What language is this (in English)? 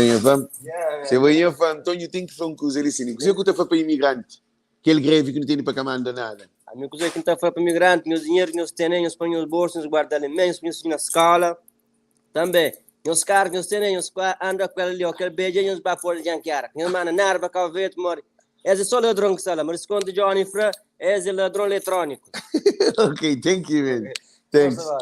Kabuverdianu